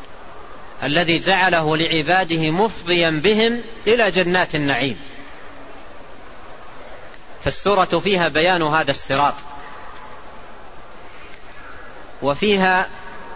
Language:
Arabic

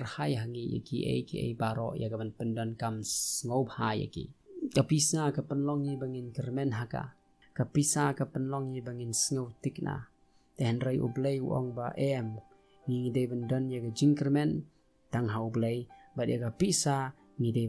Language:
Khasi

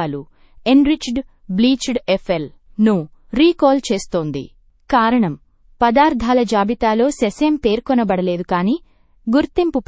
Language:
Telugu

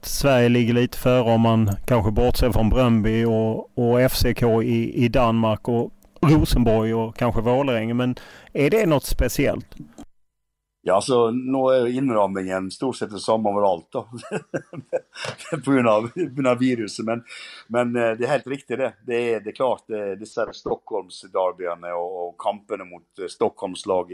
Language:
Norwegian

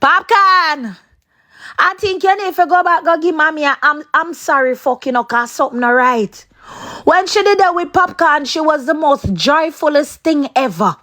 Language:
Jamaican Creole English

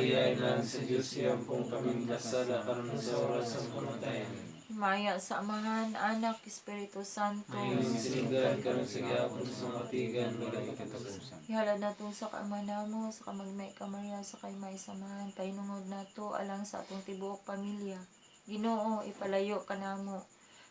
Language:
Cebuano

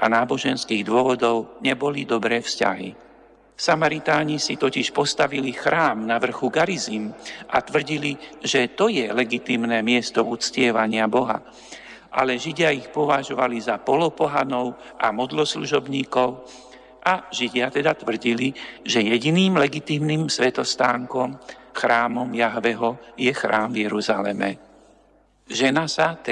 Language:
Slovak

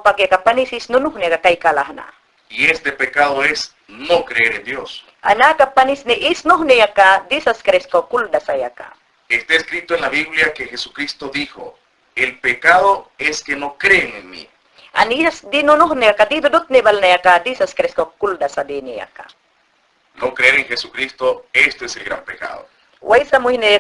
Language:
Mayangna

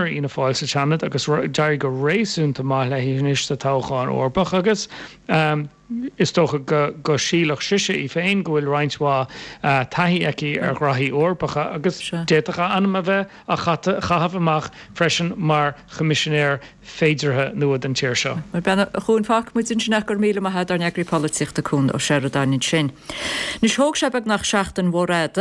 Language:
Irish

